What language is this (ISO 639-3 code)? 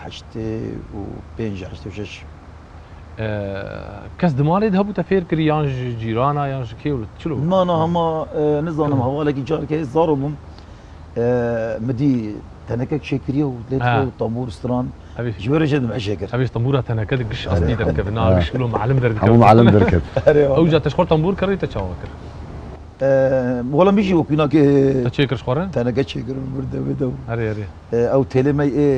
kur